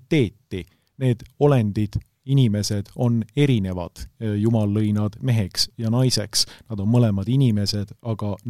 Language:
Estonian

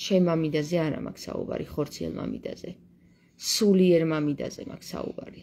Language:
Georgian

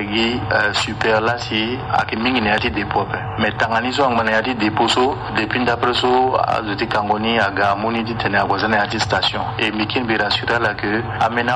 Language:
Sango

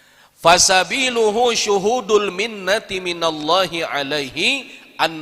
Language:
Banjar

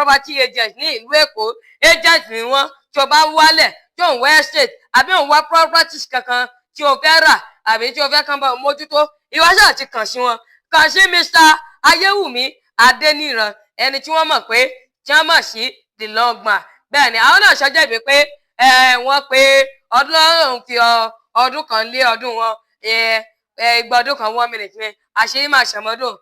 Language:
Yoruba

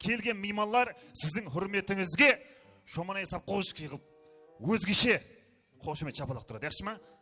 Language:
Kara-Kalpak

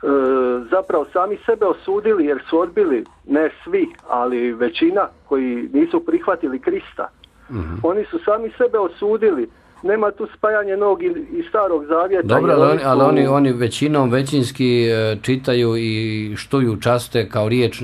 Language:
Bosnian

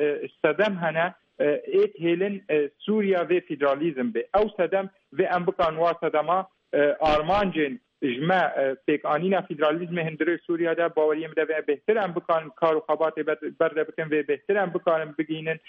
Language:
Kurdish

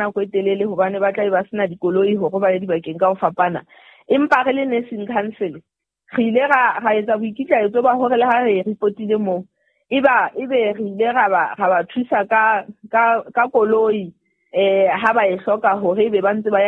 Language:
Southern Sotho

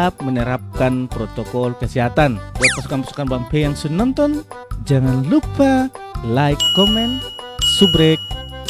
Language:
Ambonese Malay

